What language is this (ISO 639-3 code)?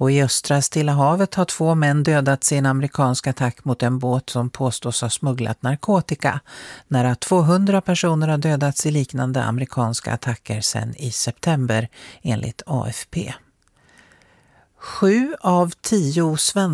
swe